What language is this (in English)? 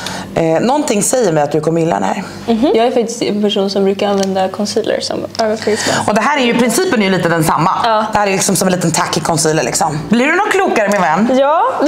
Swedish